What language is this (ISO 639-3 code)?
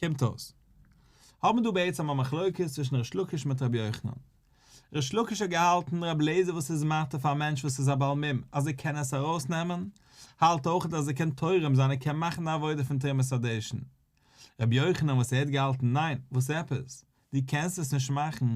yid